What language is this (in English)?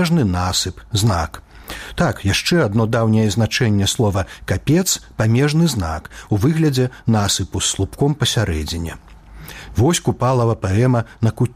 Belarusian